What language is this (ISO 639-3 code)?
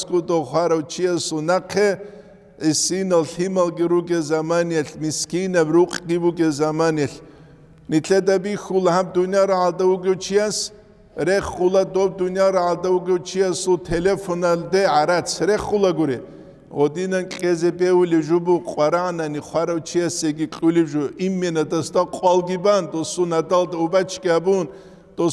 ava